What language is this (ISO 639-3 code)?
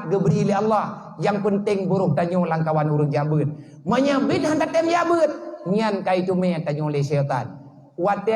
ace